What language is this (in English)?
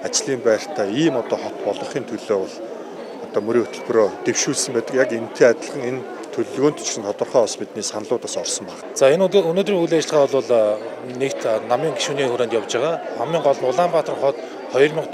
Mongolian